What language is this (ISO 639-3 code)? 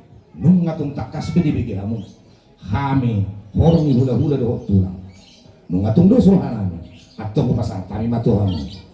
bbc